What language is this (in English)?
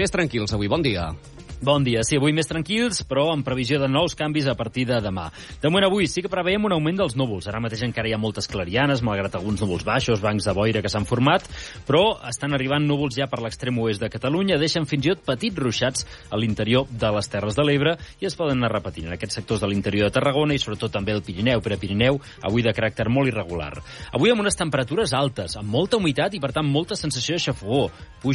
Catalan